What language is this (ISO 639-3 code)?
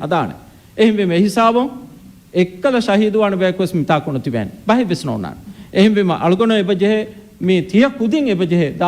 div